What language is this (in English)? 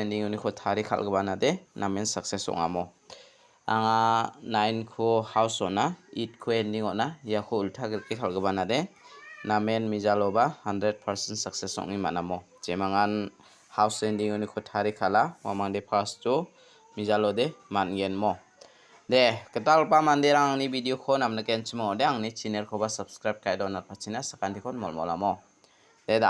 Garo